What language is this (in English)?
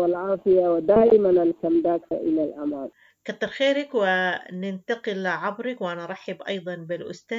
Sudanese Arabic